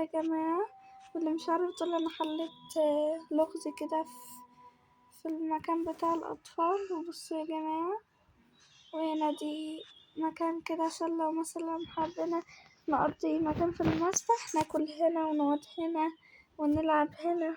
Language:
Egyptian Arabic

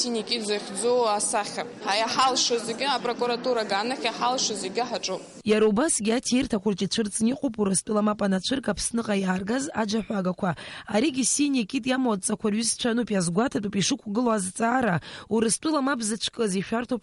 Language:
Abkhazian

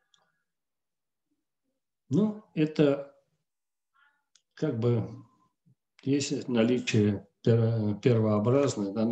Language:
Russian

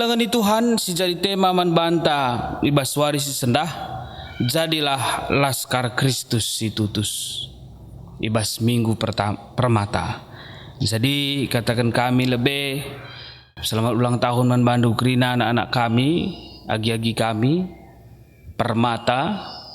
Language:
Batak Karo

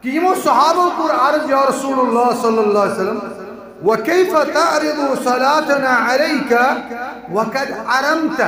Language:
Kashmiri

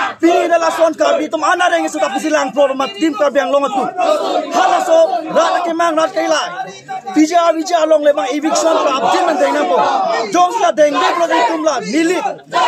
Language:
Karbi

